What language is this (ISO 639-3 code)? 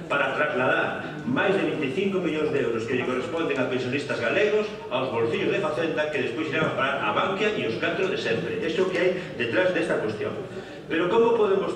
glg